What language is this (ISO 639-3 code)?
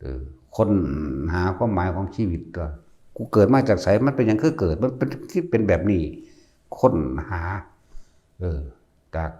tts